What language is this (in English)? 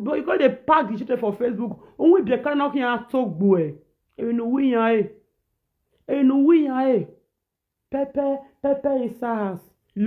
Nigerian Pidgin